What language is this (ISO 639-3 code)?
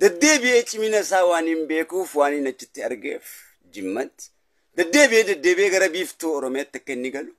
orm